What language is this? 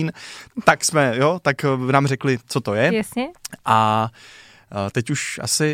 Czech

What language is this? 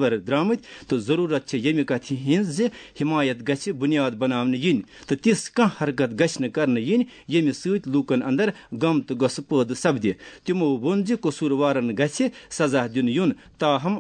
Kashmiri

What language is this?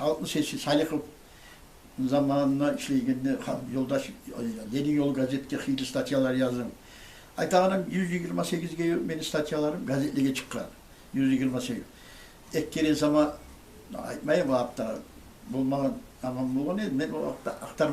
Kumyk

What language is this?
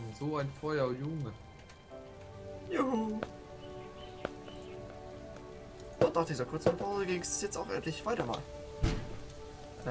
German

